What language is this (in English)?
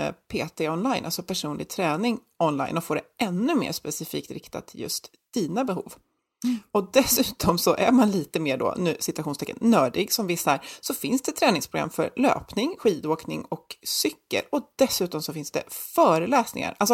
Swedish